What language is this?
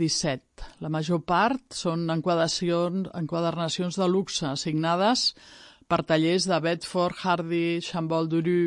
Catalan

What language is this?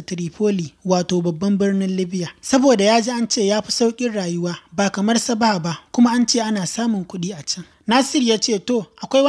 Hausa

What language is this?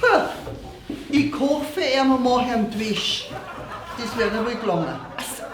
Bavarian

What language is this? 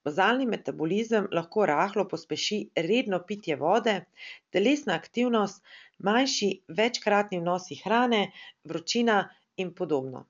Slovenian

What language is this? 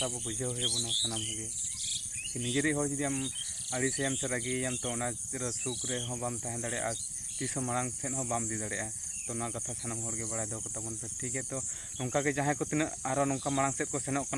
Santali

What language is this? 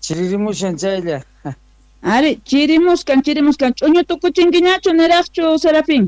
Quechua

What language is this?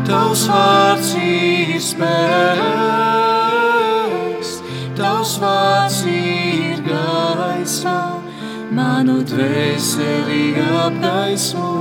Latvian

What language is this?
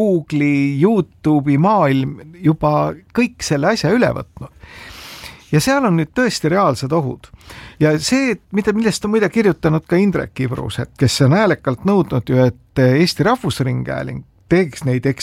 Estonian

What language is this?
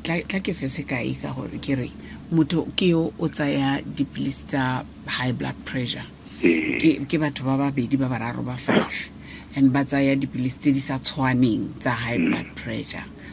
Tswana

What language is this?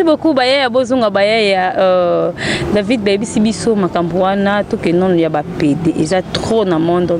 Lingala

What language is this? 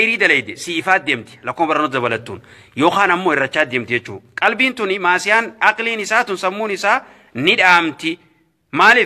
Oromo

